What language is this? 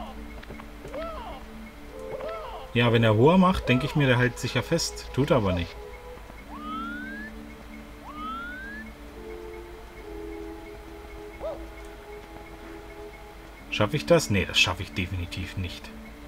German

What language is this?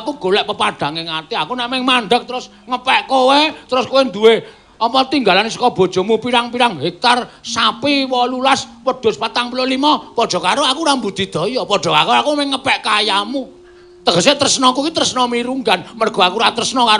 Javanese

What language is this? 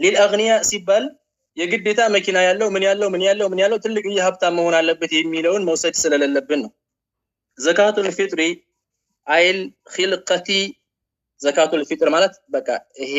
Amharic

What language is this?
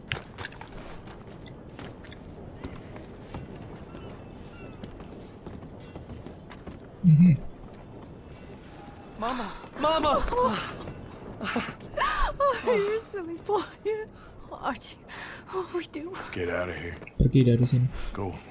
Indonesian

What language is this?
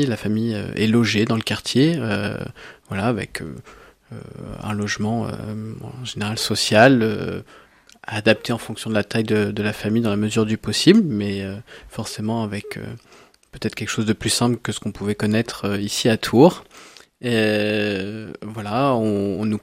French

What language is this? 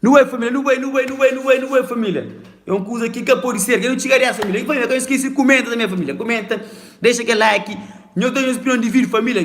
Kabuverdianu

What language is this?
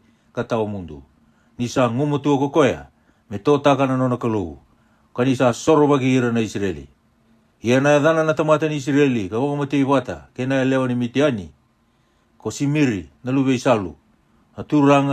Fijian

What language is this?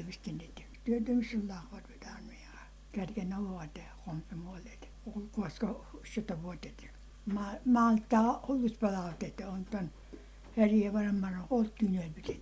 Yakut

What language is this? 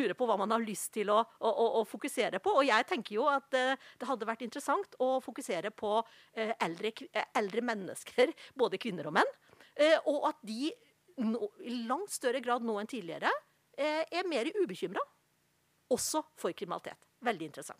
Norwegian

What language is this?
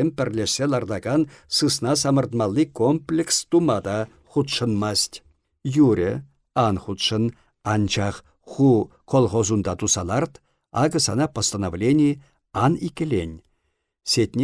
Chuvash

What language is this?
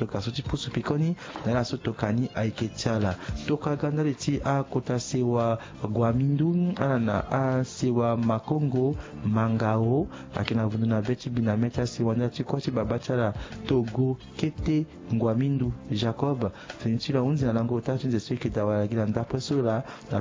Sango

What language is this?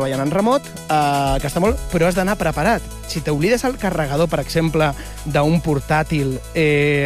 Catalan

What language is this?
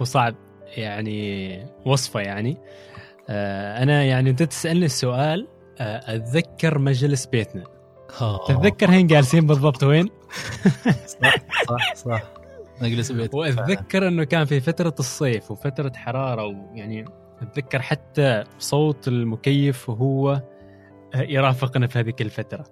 Gulf Arabic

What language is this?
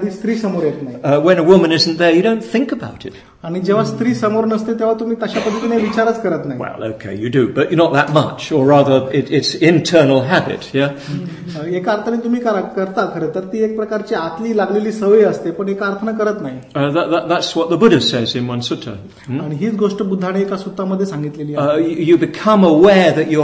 Marathi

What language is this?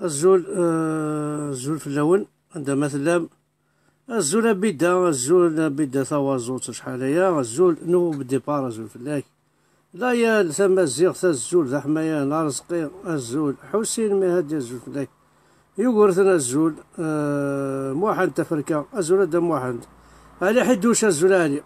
Kabyle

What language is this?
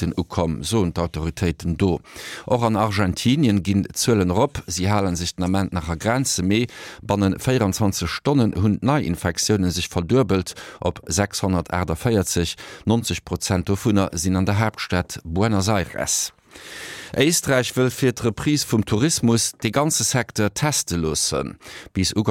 Luxembourgish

